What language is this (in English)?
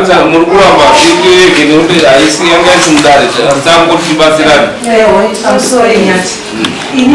Shona